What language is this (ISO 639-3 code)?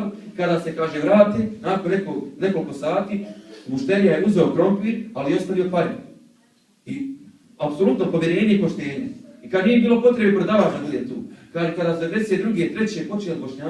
bos